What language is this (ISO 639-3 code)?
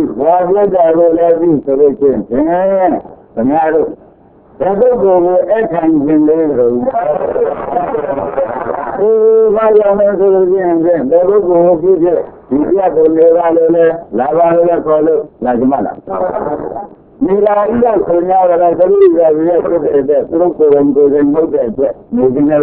mya